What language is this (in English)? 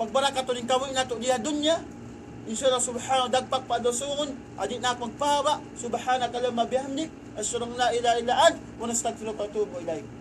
Tausug